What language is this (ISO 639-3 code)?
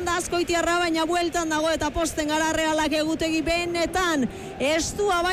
eus